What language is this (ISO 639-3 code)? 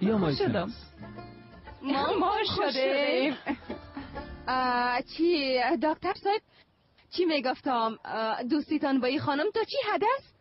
fas